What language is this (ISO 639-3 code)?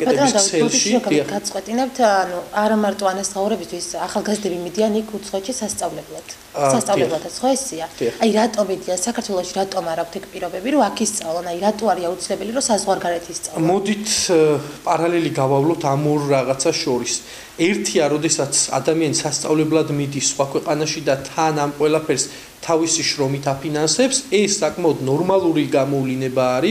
kat